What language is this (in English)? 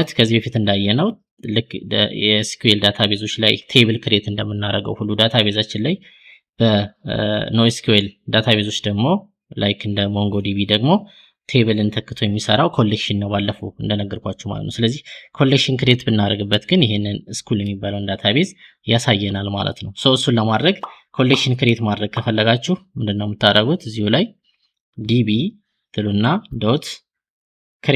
Amharic